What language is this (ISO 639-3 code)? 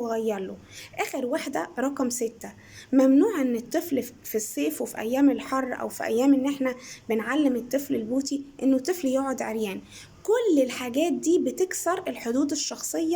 arz